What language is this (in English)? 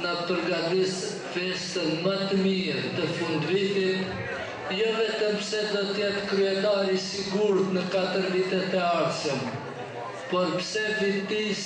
Albanian